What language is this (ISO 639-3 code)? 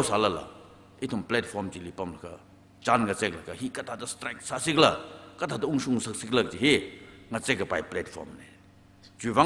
nmf